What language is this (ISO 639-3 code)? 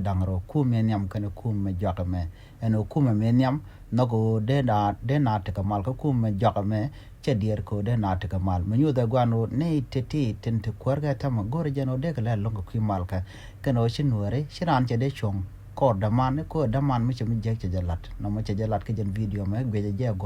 nus